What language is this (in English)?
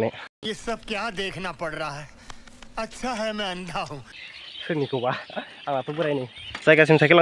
Bodo